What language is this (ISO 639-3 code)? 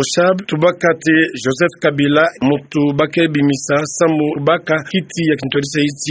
ktu